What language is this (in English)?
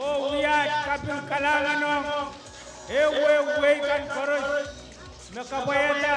Pohnpeian